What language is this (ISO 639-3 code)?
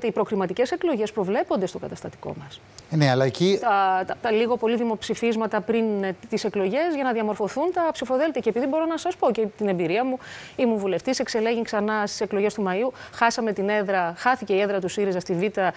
ell